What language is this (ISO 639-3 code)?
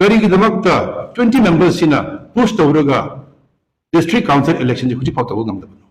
mni